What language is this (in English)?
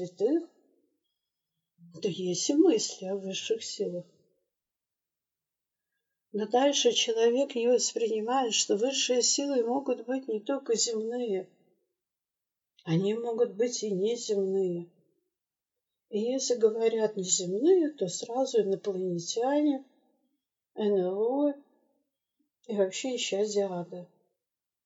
Russian